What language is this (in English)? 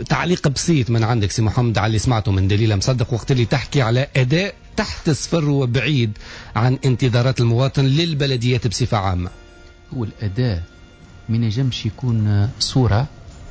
Tunisian Arabic